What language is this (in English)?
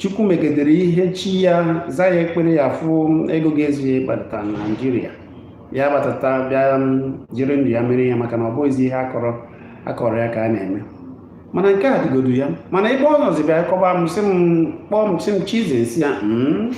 Igbo